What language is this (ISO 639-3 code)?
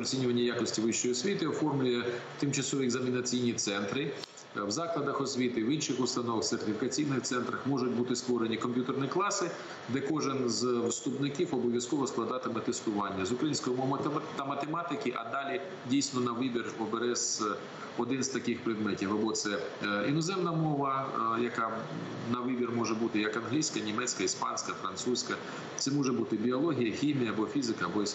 ukr